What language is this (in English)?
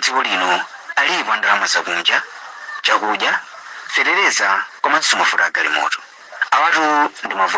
Nyanja